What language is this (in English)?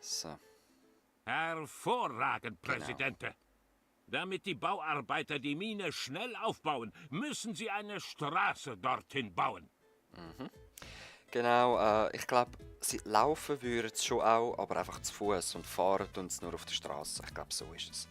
Swiss German